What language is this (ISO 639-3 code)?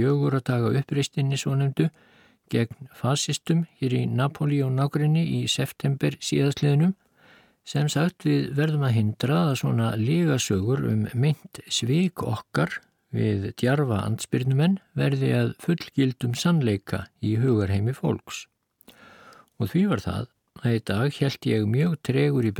isl